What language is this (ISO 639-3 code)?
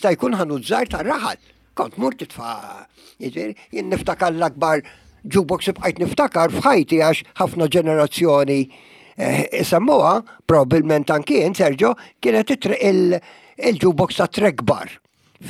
mlt